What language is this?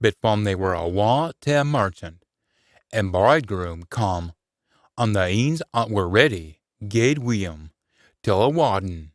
Scots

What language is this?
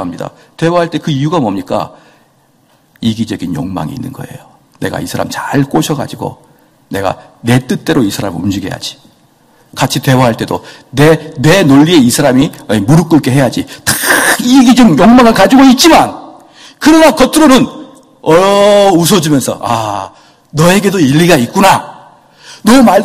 Korean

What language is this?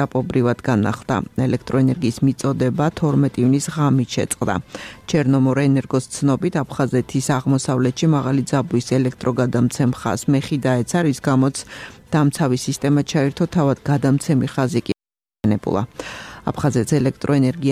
Georgian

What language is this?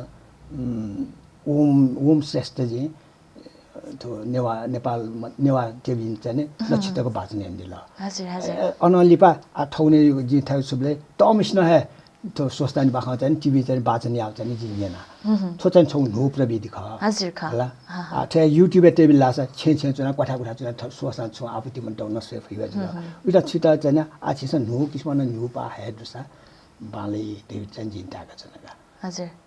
Newari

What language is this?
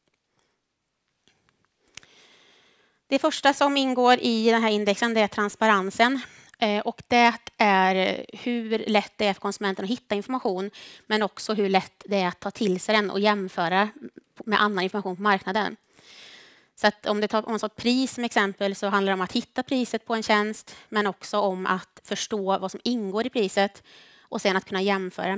Swedish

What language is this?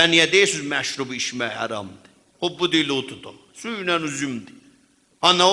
South Azerbaijani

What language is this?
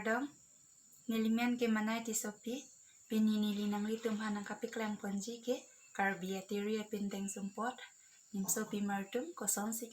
Karbi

